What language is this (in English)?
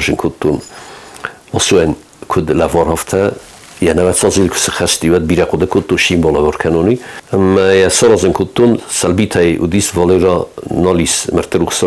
Ossetic